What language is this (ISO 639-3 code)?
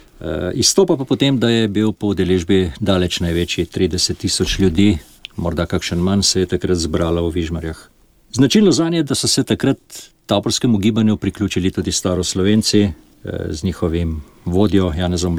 slv